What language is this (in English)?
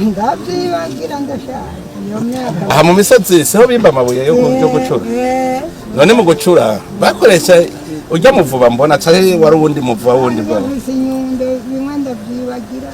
Rundi